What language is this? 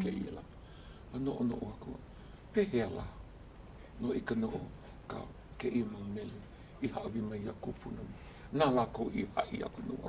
Hawaiian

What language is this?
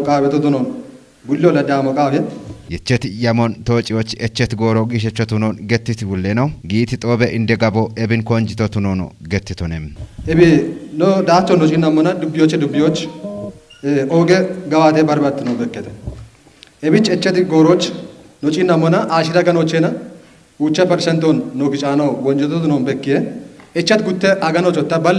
Kafa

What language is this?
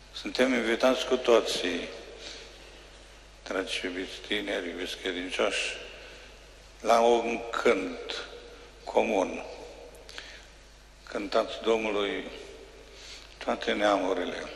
Romanian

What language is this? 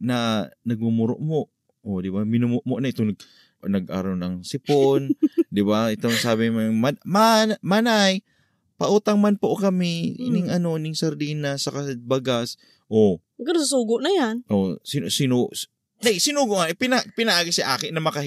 Bikol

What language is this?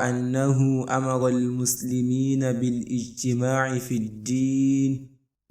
Yoruba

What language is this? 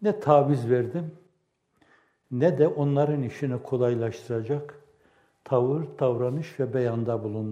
Turkish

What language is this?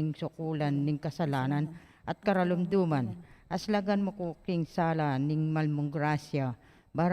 Pampanga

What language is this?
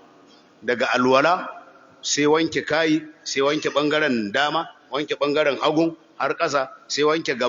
Hausa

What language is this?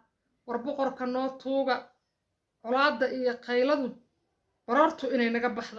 Somali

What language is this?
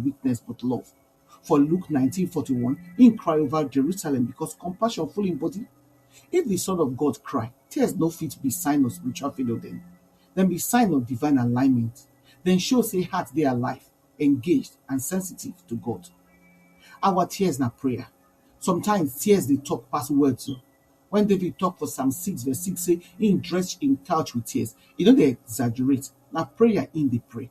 Nigerian Pidgin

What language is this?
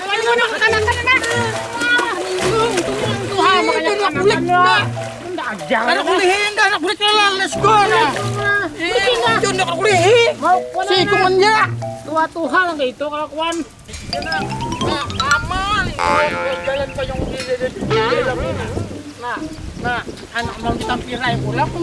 Banjar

